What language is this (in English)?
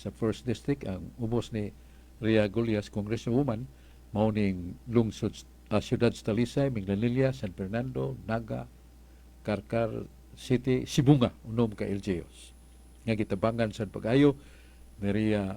Cebuano